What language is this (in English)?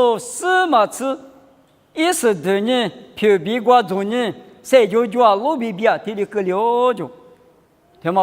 Lisu